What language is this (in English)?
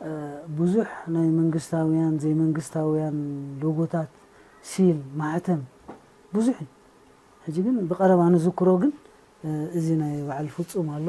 Tigrinya